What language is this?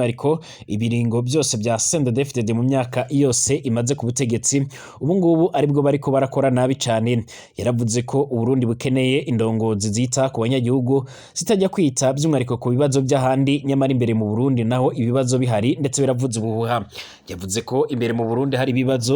Rundi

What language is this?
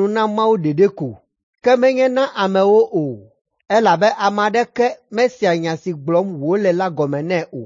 Ewe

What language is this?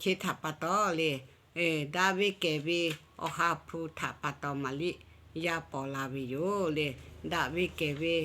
Lahu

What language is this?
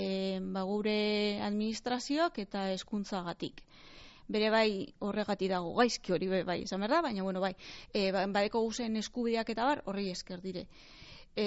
Basque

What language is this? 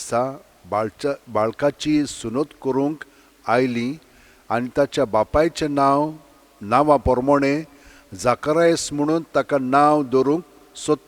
Konkani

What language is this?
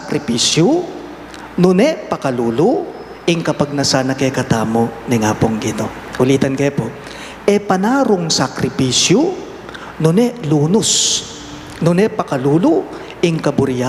Pampanga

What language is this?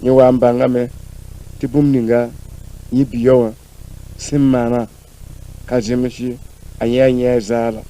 Mossi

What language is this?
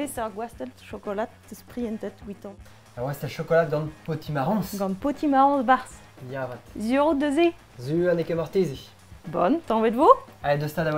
Breton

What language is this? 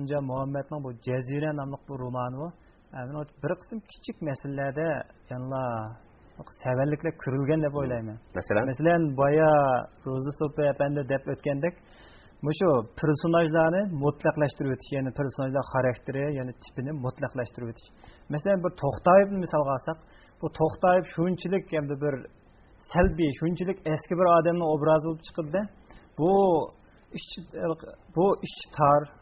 Uyghur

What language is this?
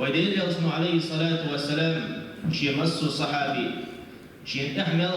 Chechen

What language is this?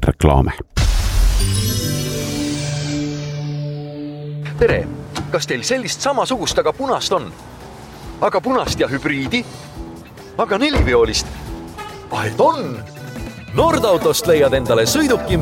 Estonian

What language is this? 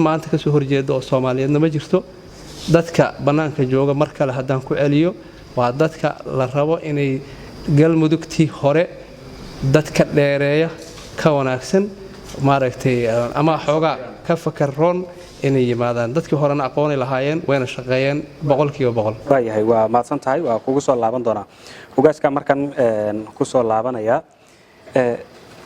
Somali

